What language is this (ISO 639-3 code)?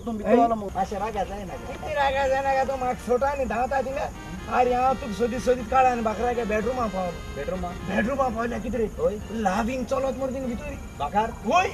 kok